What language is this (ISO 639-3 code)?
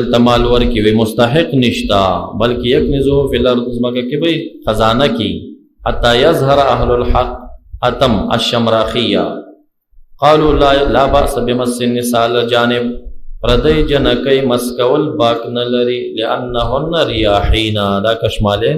pus